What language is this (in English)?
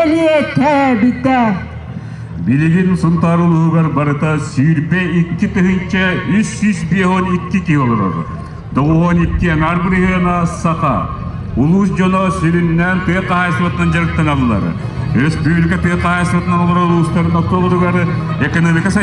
Yakut